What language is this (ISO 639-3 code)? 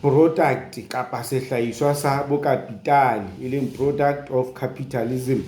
sot